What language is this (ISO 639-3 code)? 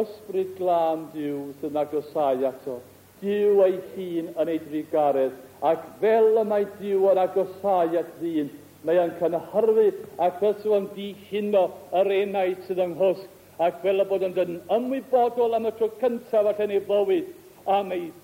cym